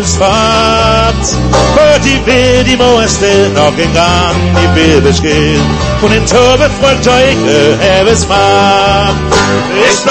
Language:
Danish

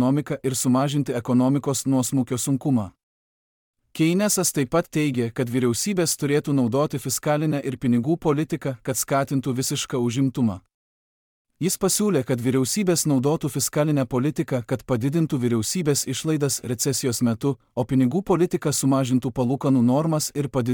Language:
Lithuanian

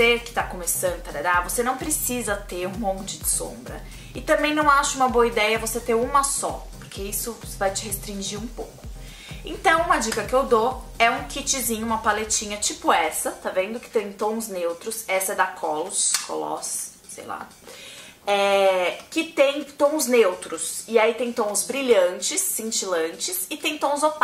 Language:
Portuguese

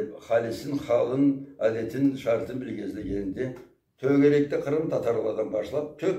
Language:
Karachay-Balkar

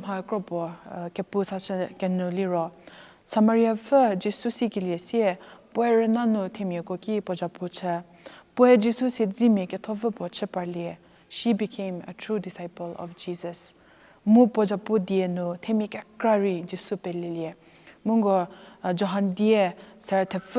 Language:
Angami Naga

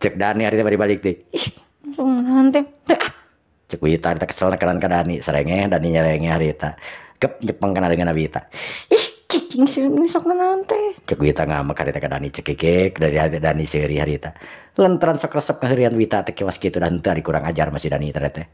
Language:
Sundanese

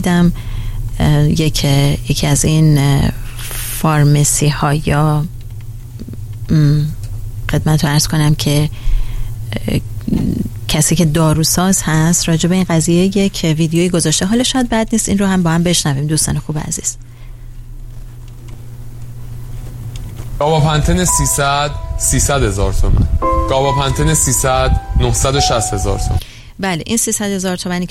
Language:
Persian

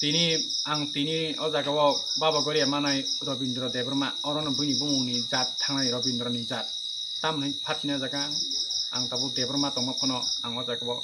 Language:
Kok Borok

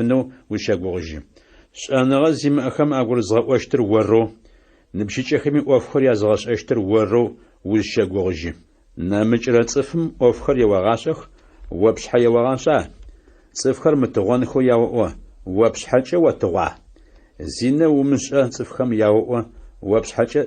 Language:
Adyghe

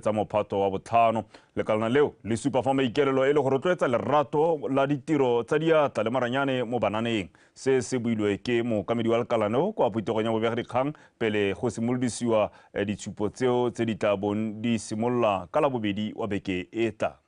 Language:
Tswana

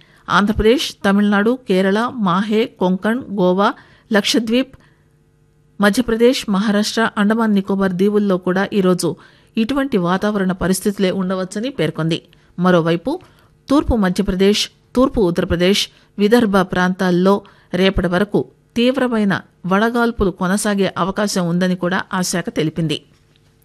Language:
Telugu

